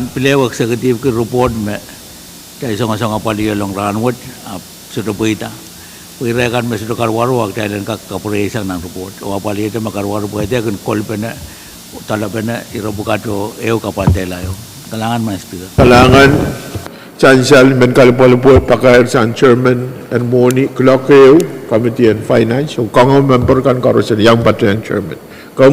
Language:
Pohnpeian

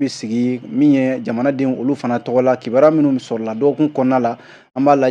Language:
Bambara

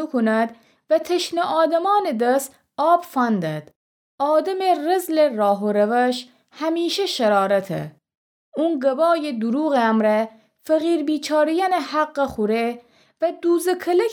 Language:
Gilaki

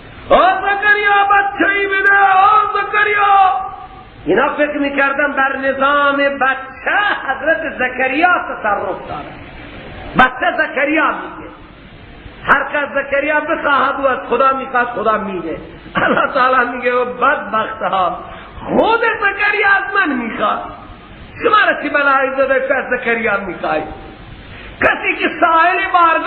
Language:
Persian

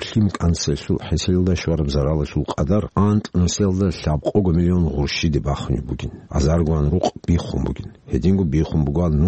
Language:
Avaric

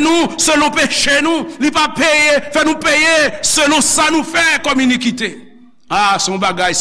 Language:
Haitian Creole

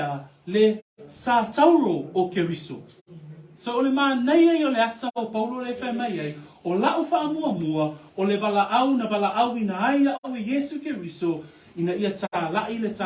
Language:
Samoan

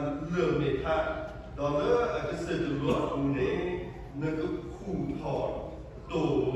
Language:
S'gaw Karen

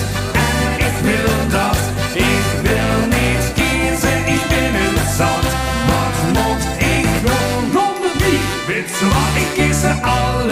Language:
Limburgish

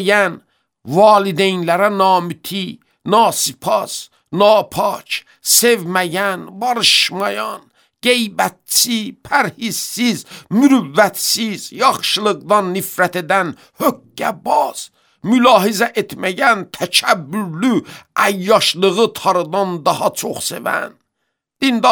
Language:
Azerbaijani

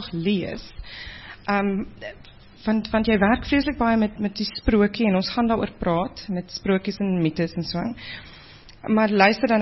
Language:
Afrikaans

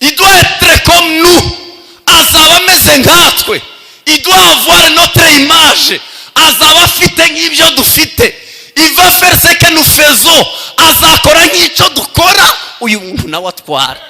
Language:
Kinyarwanda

